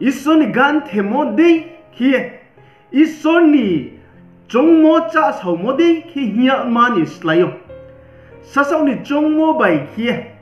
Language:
Riang (India)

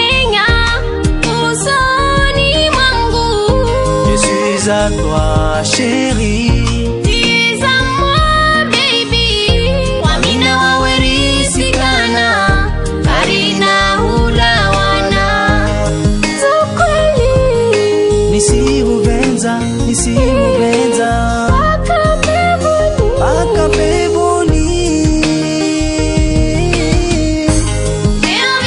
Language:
Swahili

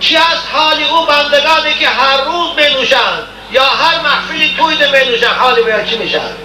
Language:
Tajik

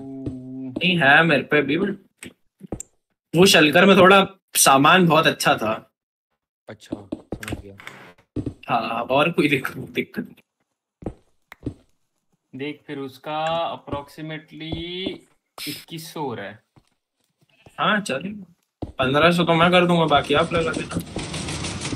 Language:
Hindi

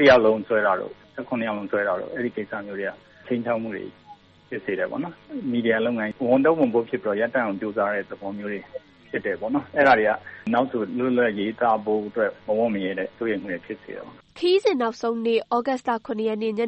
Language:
Burmese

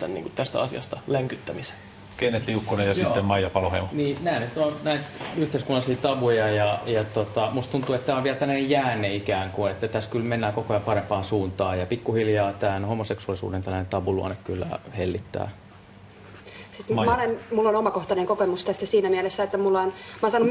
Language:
Finnish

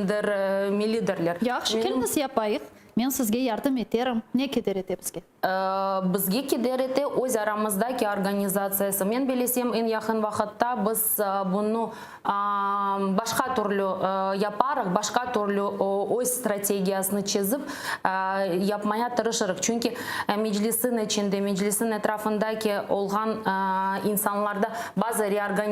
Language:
Crimean Tatar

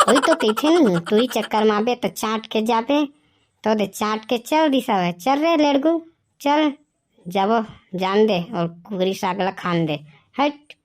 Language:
Chhattisgarhi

